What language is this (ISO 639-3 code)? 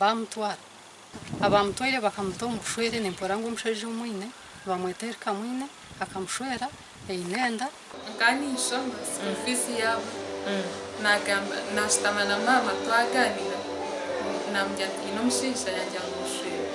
nyn